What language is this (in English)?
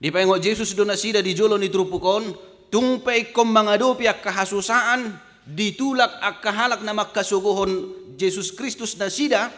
Batak Toba